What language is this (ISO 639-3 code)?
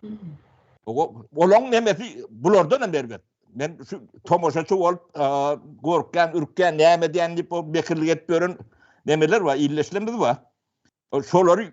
tuk